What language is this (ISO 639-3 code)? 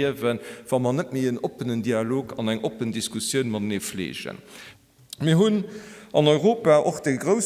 ltz